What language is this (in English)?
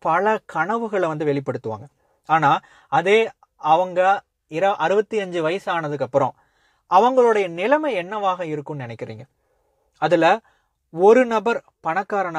Tamil